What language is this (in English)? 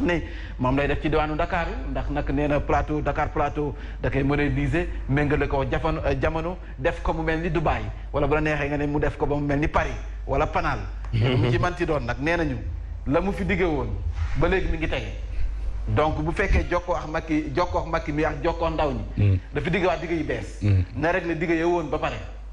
Wolof